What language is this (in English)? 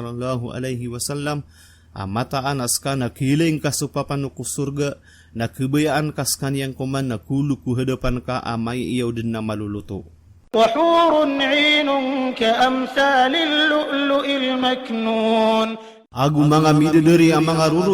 Maranao